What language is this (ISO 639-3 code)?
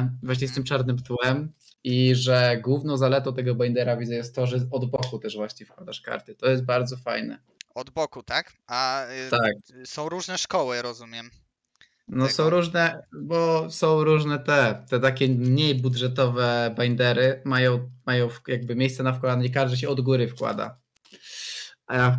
pol